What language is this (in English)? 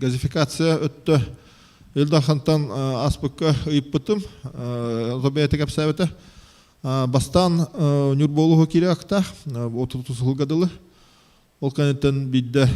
Yakut